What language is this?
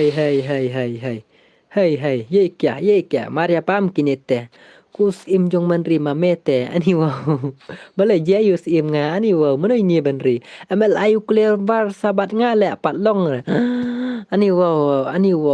Khasi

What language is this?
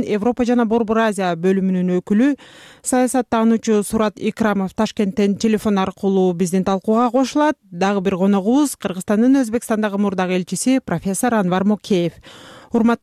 Kyrgyz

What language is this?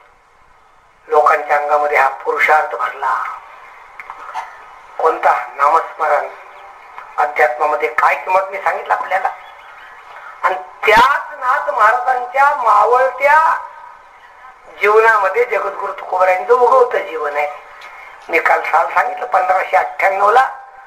Marathi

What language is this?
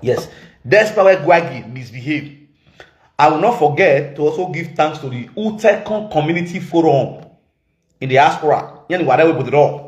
Nigerian Pidgin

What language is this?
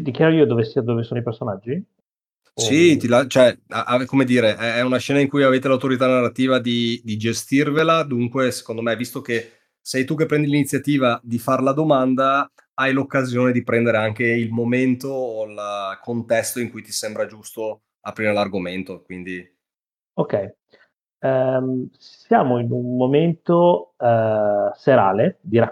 Italian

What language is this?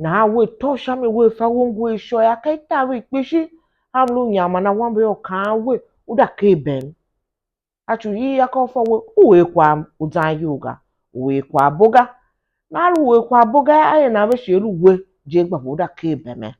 Tiv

